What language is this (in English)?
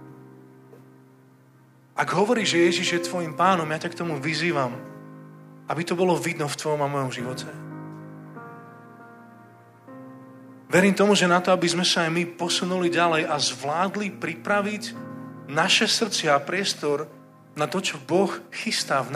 Slovak